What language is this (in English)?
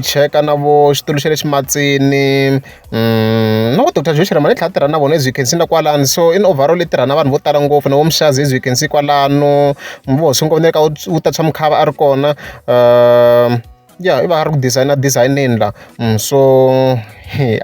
Tsonga